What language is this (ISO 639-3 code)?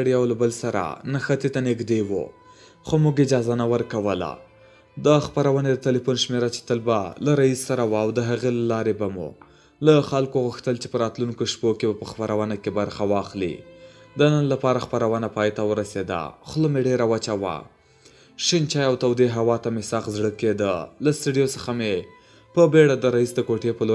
pus